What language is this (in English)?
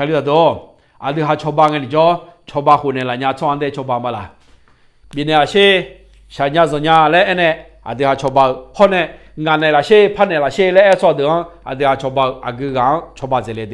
Akha